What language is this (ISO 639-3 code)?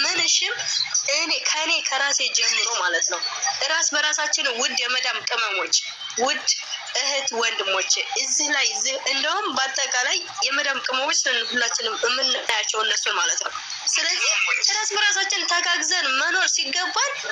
amh